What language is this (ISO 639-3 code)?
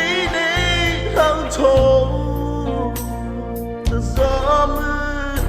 mrh